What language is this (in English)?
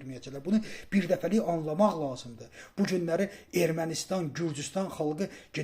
Azerbaijani